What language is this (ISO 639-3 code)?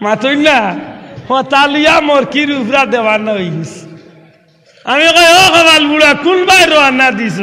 syl